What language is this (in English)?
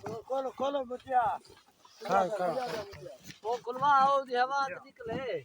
Saraiki